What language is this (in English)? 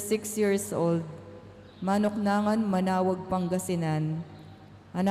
Pampanga